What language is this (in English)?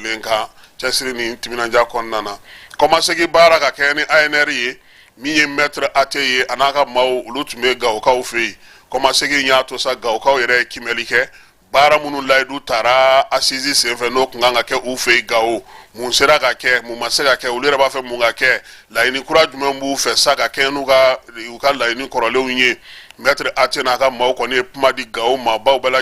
Bambara